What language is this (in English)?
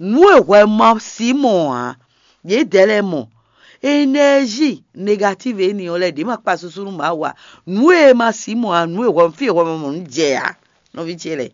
Fon